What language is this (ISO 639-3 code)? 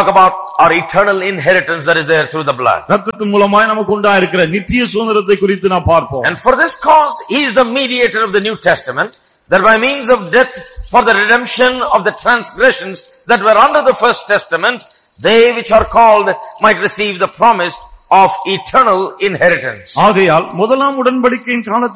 tam